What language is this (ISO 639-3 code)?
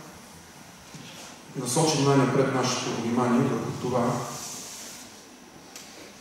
bul